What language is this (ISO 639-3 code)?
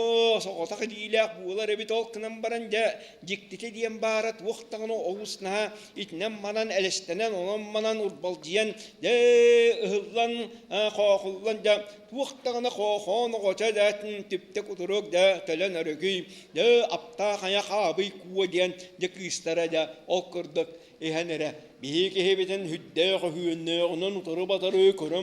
sah